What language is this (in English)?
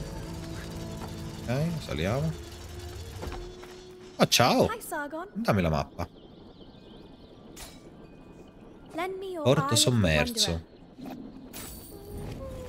Italian